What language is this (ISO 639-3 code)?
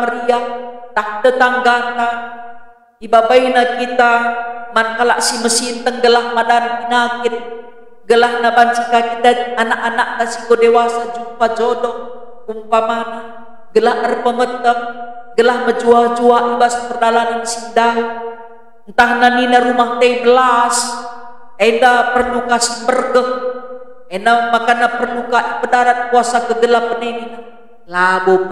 btx